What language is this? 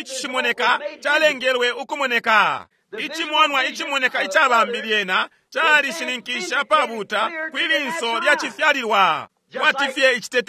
Bemba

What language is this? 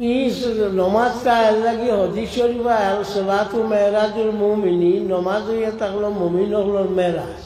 Sylheti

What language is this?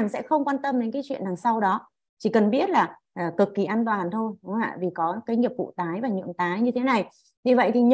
Vietnamese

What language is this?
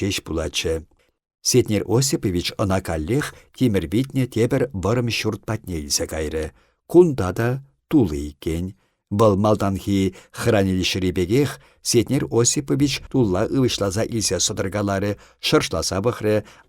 Chuvash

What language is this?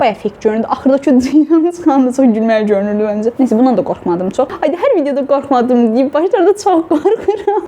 Azerbaijani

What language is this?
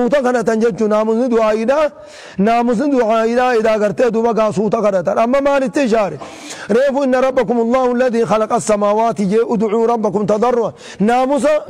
Arabic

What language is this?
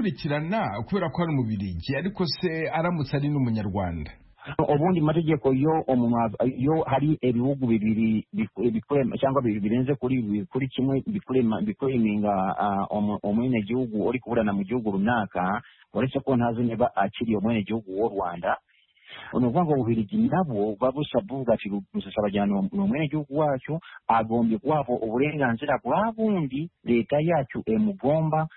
Kinyarwanda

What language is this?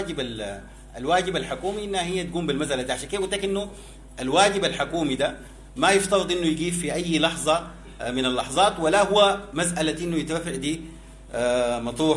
Sudanese Arabic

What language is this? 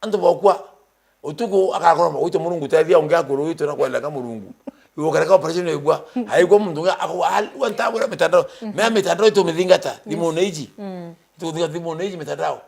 Meru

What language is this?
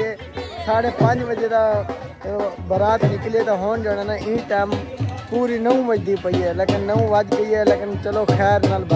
Saraiki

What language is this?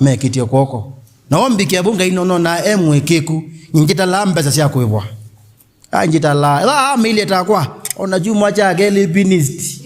Kamba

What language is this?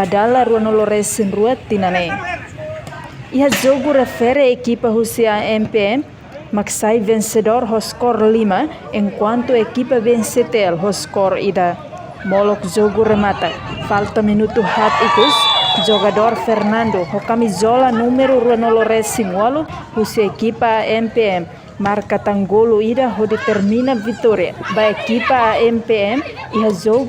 Tetum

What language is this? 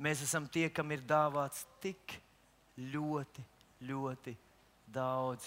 Latvian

